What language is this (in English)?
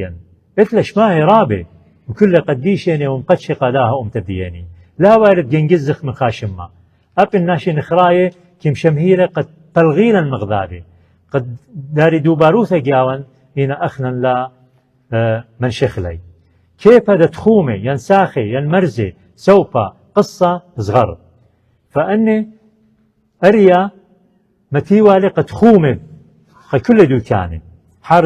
Assyrian Neo-Aramaic